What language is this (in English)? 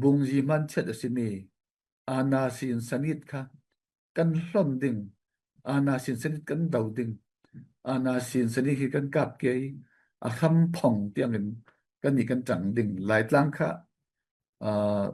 Falam Chin